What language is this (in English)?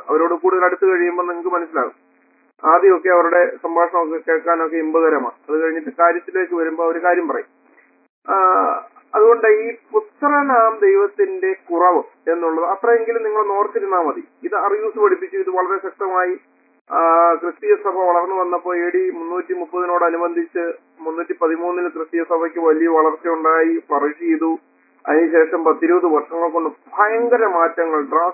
Malayalam